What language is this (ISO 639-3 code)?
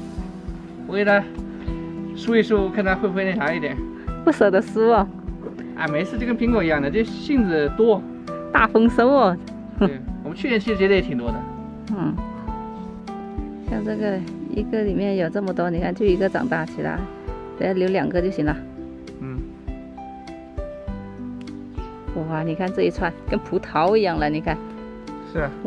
zho